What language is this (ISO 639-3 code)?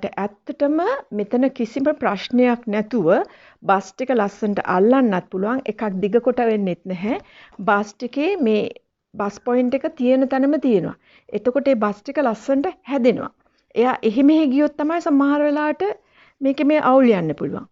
sin